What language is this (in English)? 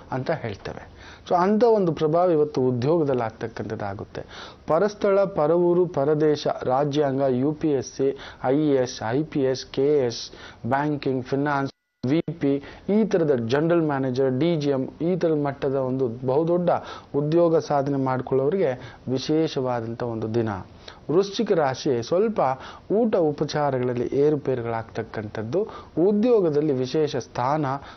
Kannada